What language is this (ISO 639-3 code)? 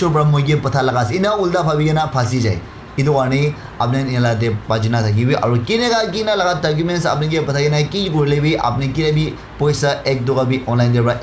nag